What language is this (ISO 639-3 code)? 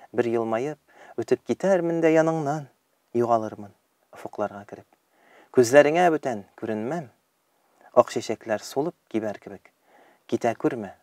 tat